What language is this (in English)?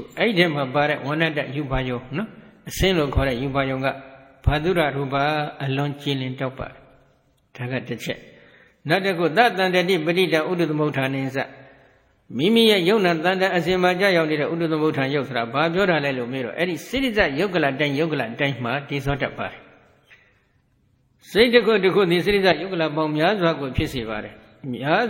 Burmese